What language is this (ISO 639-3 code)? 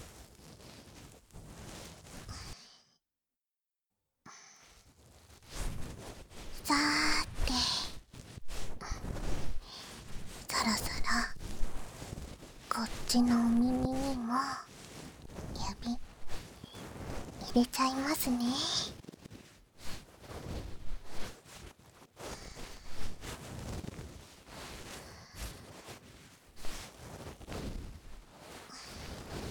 jpn